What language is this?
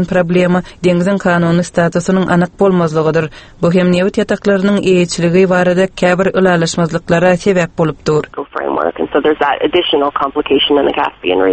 Turkmen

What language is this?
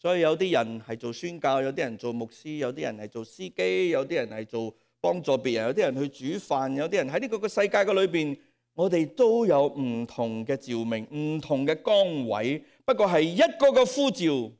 Cantonese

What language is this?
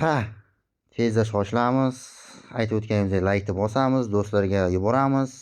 Uzbek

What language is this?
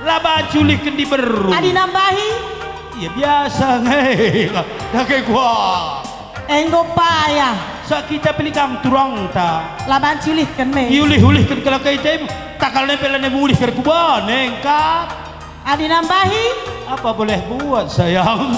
Batak Karo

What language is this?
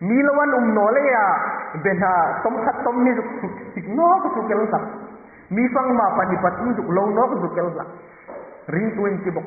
Hmar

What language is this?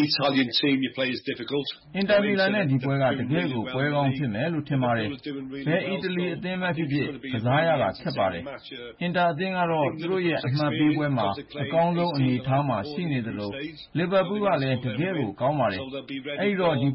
Burmese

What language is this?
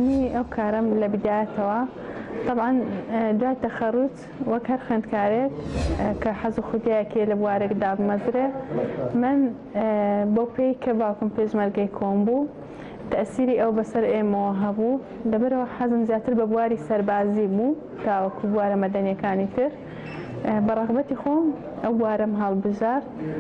Central Kurdish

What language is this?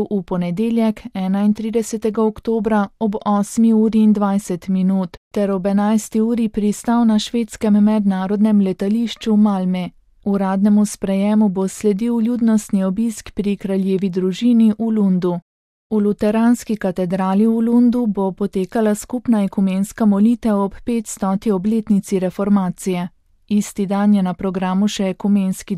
Slovenian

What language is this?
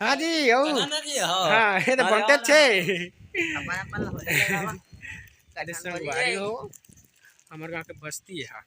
Chhattisgarhi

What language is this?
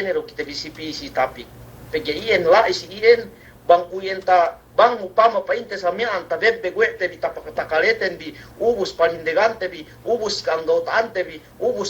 Yakan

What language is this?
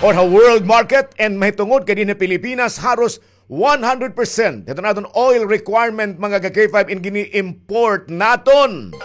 Waray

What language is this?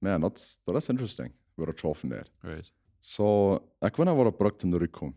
Plautdietsch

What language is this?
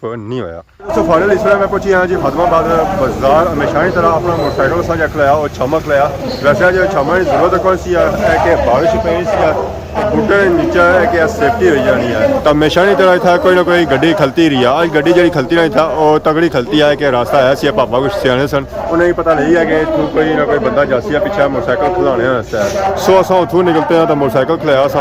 Pahari-Potwari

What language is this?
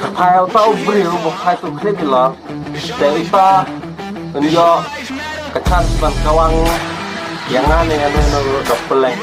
Khasi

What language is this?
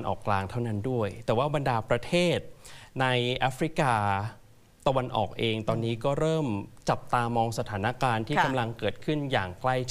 Thai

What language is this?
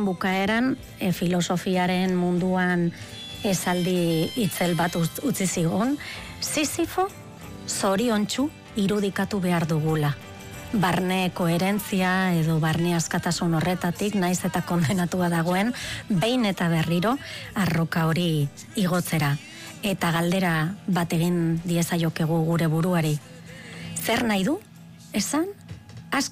Basque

